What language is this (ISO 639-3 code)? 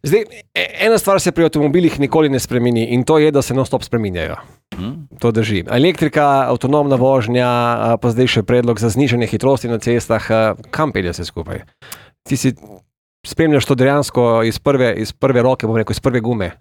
slv